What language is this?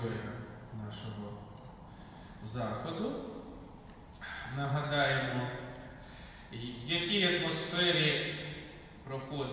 Ukrainian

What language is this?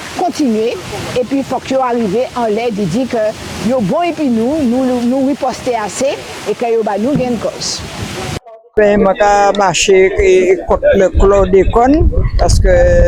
Guadeloupean Creole French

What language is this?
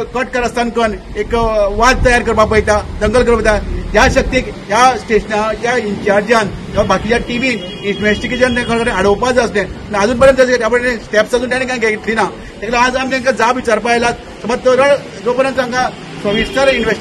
Konkani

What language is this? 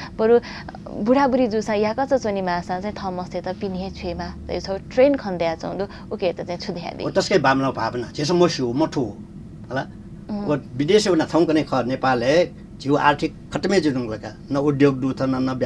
Newari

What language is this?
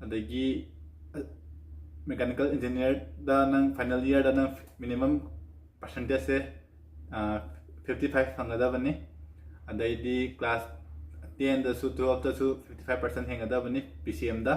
Manipuri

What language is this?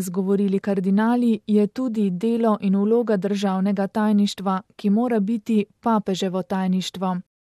Slovenian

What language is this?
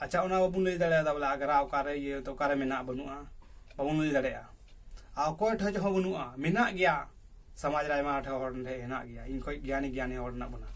Santali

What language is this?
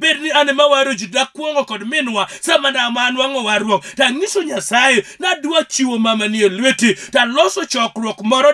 Luo (Kenya and Tanzania)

